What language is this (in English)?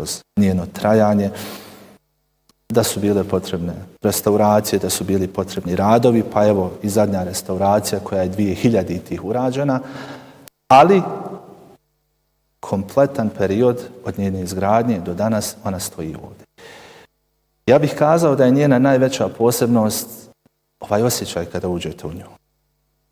Bosnian